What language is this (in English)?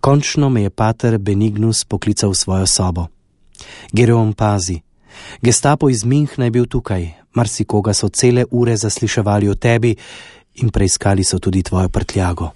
Slovenian